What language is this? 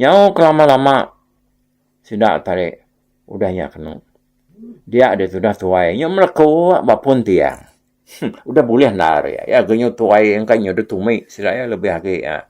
Iban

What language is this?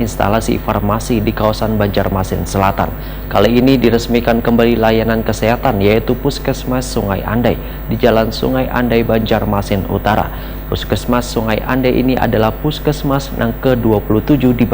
Banjar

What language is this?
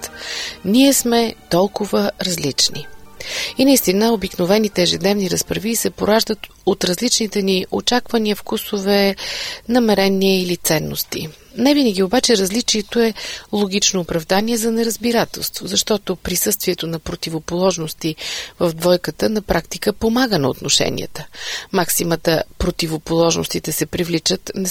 Bulgarian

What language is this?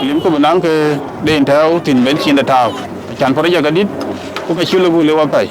Dinka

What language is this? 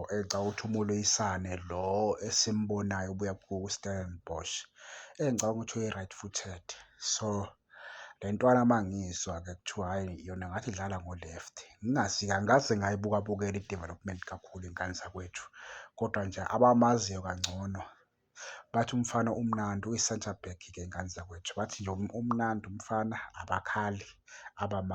Zulu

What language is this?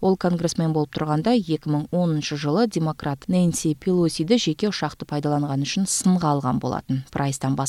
Kyrgyz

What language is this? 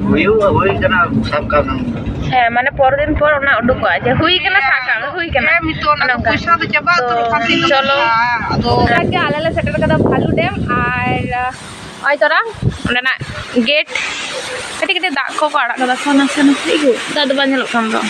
Santali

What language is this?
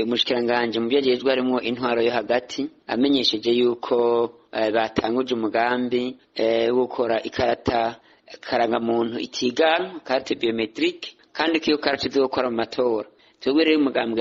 Rundi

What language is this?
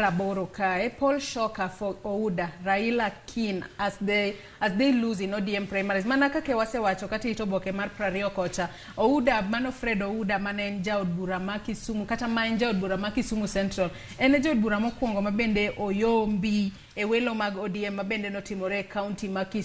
Luo (Kenya and Tanzania)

